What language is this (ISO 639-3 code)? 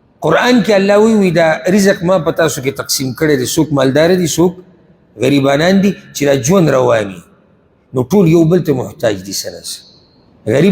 pus